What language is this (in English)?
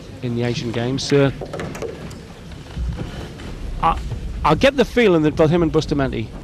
English